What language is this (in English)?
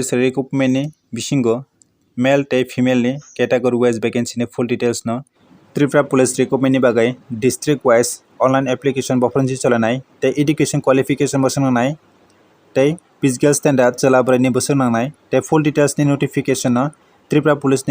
Kok Borok